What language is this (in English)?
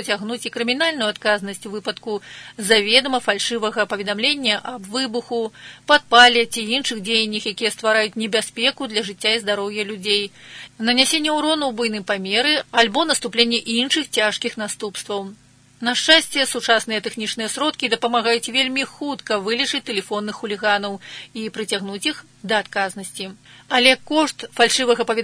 Belarusian